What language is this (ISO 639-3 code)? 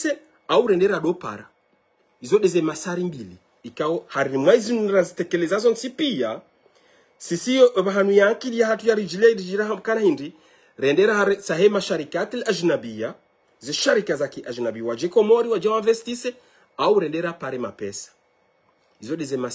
zdj